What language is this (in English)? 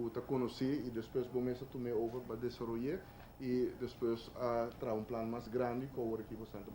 Papiamento